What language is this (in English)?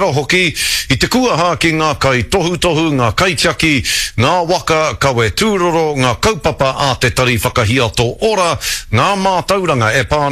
Māori